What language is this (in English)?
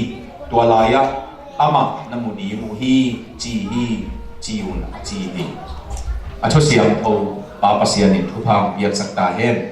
Tedim Chin